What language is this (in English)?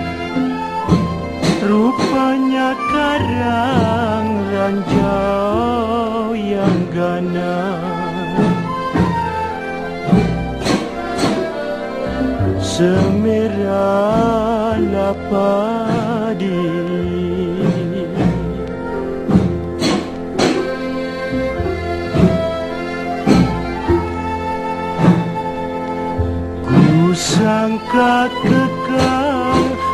Malay